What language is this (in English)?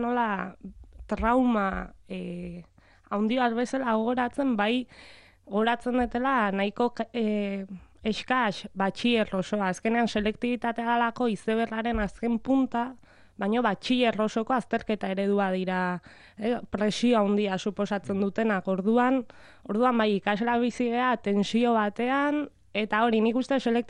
Basque